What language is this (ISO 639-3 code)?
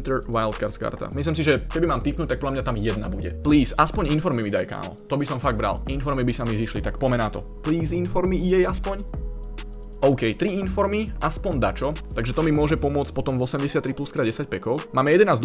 slk